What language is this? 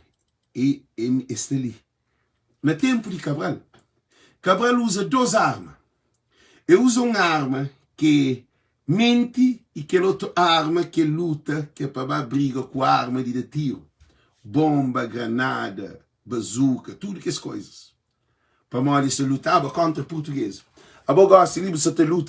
Kabuverdianu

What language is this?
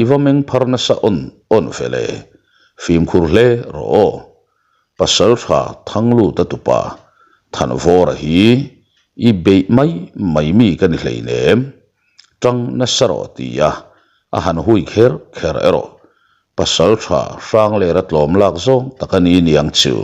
Mizo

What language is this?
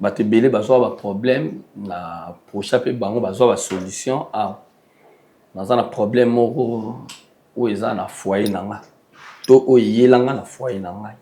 Lingala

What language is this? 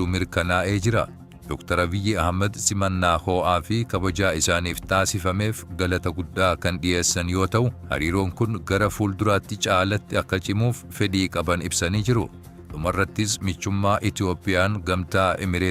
Oromo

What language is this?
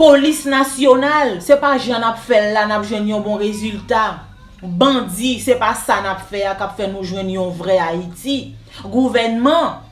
Haitian Creole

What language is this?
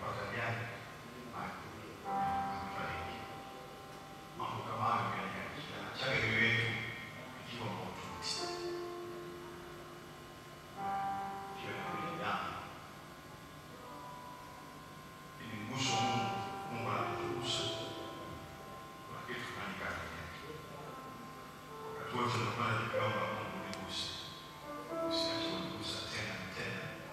Swahili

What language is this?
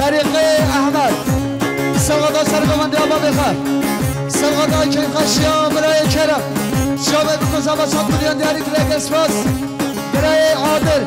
Kurdish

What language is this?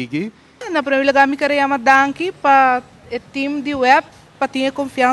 Papiamento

